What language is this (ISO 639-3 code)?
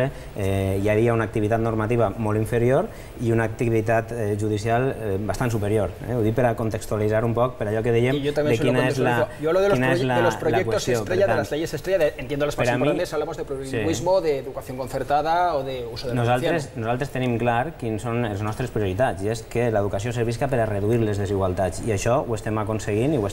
cat